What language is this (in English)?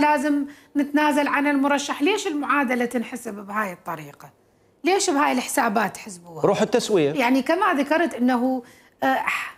Mesopotamian Arabic